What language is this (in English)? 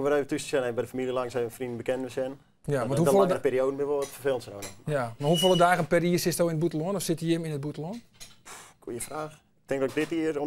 Western Frisian